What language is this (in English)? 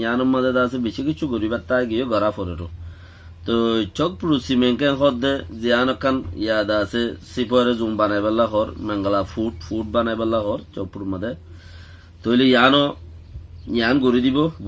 Rohingya